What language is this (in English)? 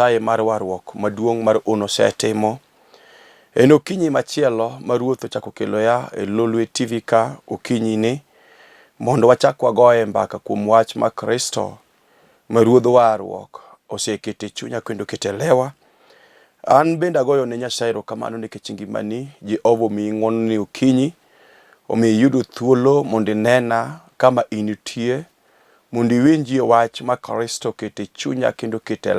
Luo (Kenya and Tanzania)